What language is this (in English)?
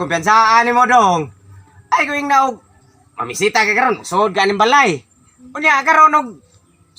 Cebuano